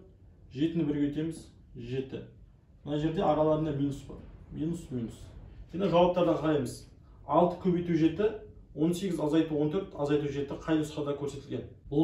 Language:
Kazakh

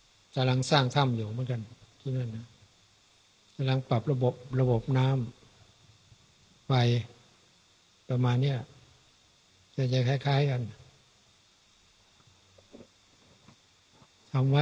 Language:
Thai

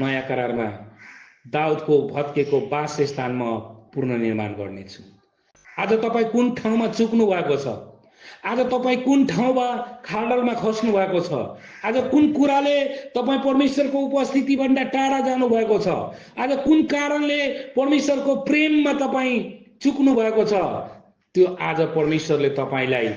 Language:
Nepali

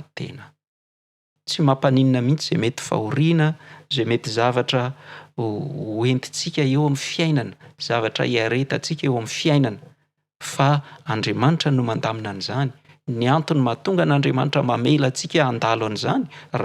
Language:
Malagasy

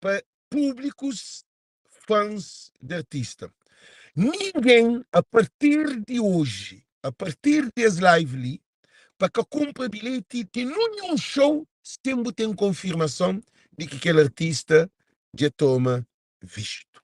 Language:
Kabuverdianu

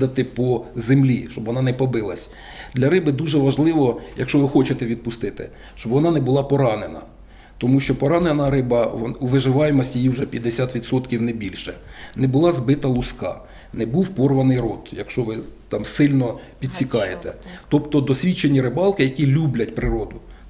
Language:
Ukrainian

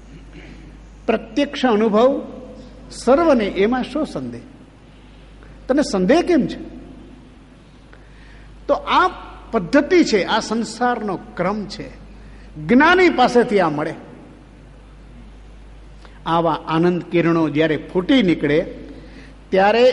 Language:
Gujarati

